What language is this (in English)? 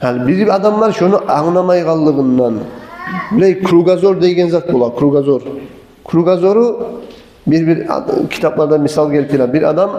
Kumyk